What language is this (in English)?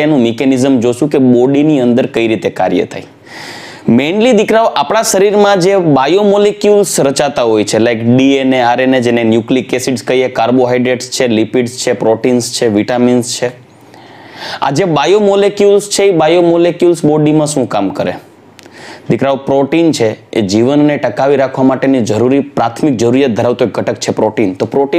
Gujarati